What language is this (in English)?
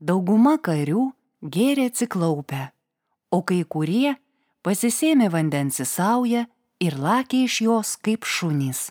Lithuanian